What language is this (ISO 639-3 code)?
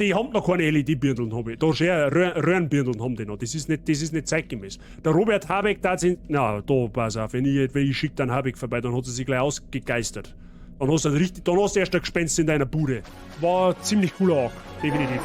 bar